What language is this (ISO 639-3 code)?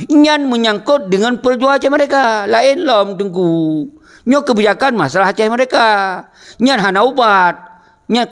ace